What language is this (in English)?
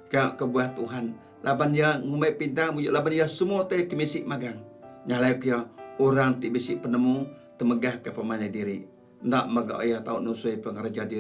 Iban